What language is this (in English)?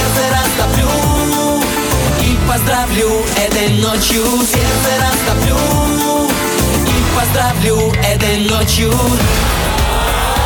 Russian